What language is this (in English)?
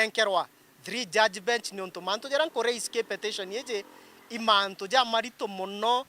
Meru